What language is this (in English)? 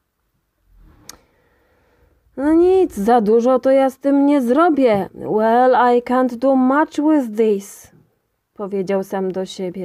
Polish